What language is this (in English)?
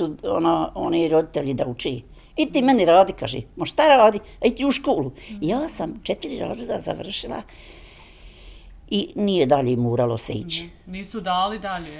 Bosnian